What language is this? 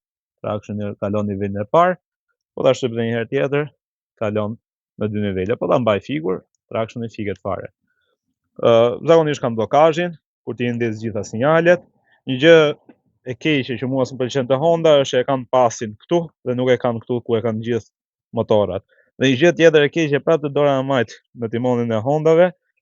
Albanian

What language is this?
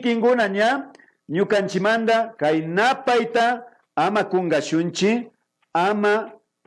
Imbabura Highland Quichua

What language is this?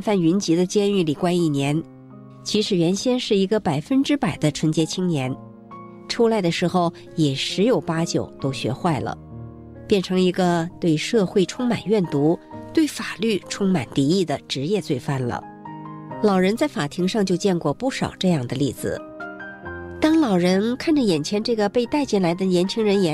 Chinese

